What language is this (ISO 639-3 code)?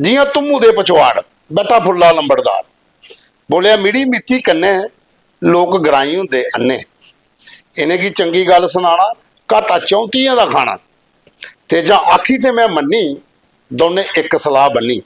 doi